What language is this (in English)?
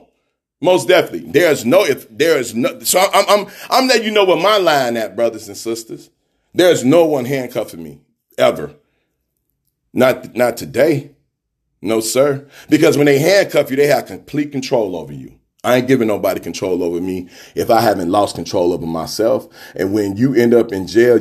English